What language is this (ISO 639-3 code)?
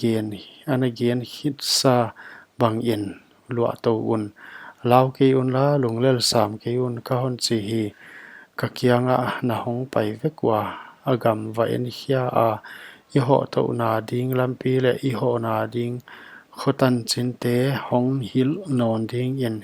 pck